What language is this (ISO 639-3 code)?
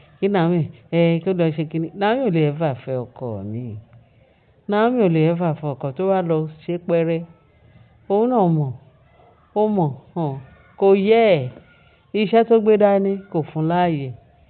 yor